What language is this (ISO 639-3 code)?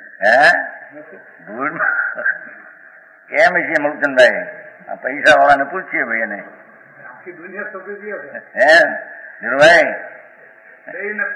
guj